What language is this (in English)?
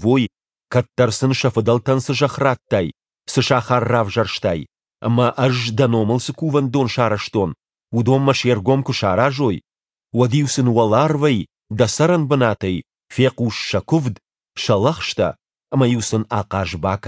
Ossetic